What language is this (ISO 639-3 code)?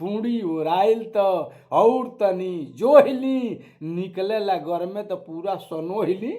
bho